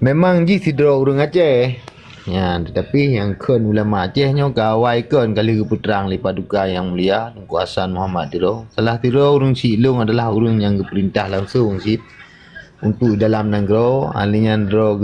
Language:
Achinese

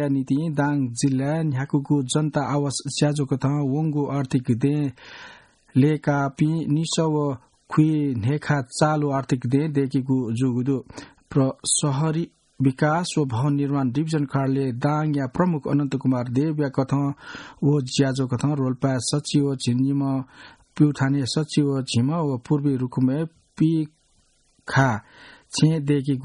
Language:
Newari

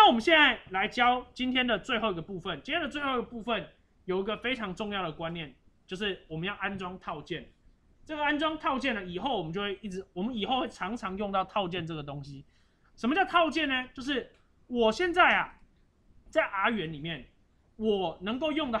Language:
Chinese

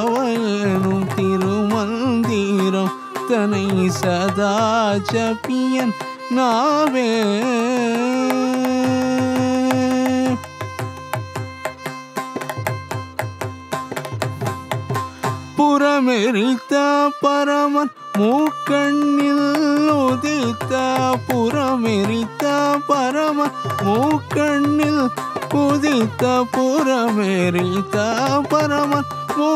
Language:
Tamil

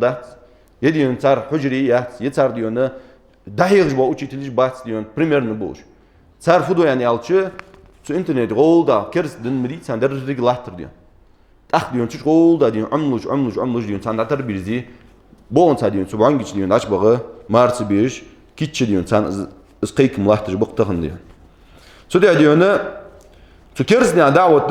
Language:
Ingush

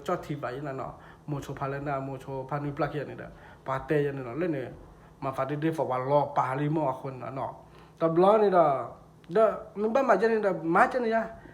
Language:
S'gaw Karen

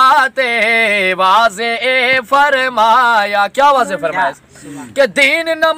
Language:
Saraiki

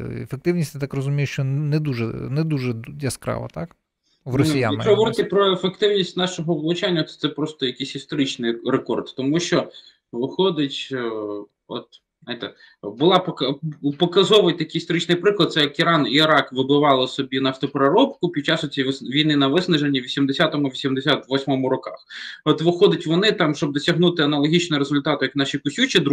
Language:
Ukrainian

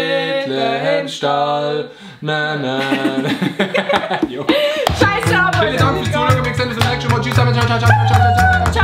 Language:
Swiss German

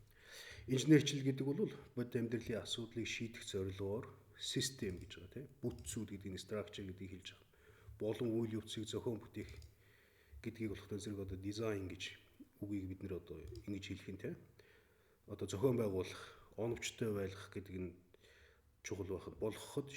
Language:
Mongolian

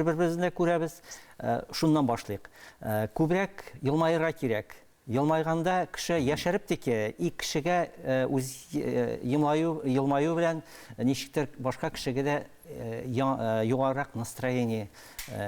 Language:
Tatar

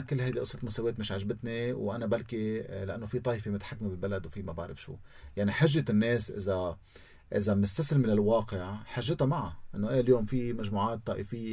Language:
North Levantine Arabic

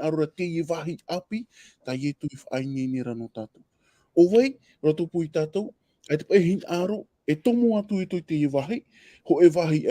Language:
Tahitian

